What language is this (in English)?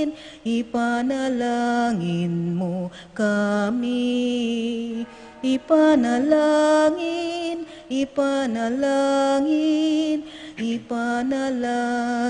Pampanga